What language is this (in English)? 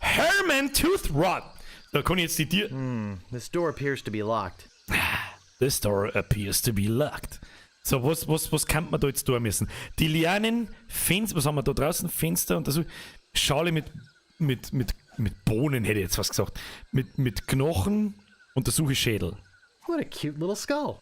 Bavarian